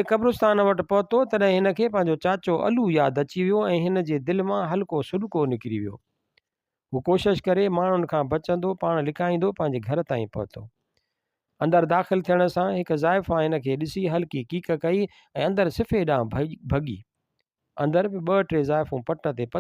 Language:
Sindhi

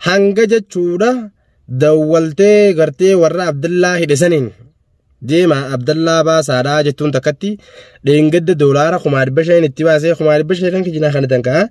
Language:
Oromo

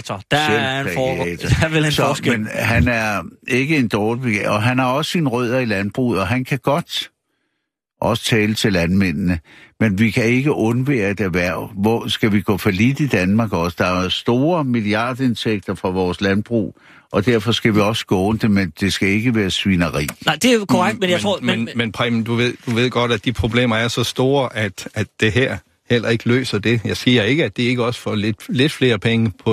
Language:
Danish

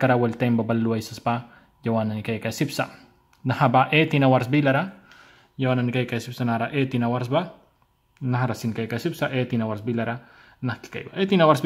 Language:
Mískito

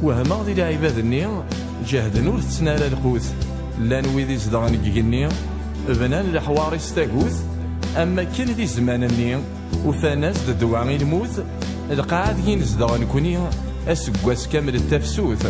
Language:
Kabyle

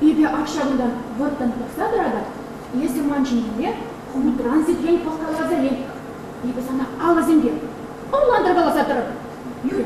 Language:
Chuvash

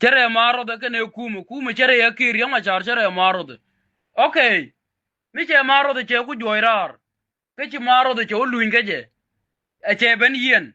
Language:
Nuer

